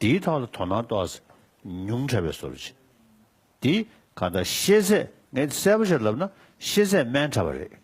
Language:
Tibetan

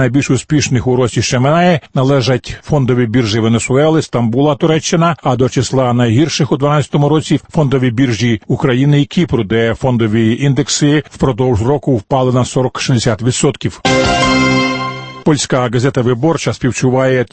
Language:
Ukrainian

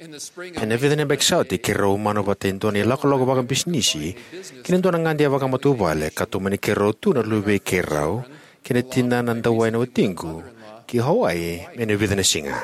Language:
Fijian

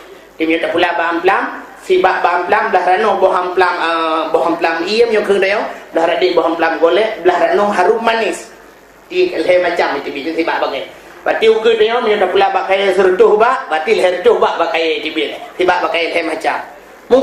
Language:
Achinese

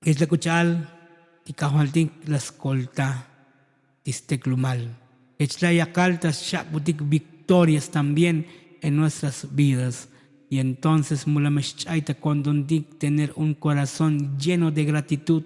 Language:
Tzotzil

